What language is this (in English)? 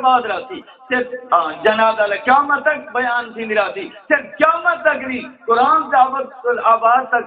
Saraiki